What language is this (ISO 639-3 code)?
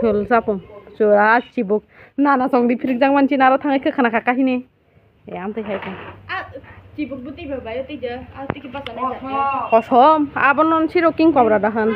trp